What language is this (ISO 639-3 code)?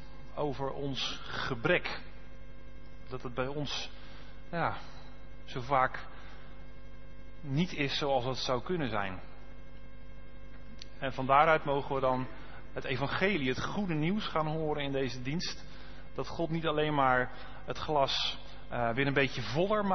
nld